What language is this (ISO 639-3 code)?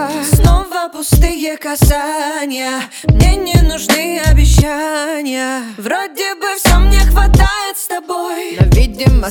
rus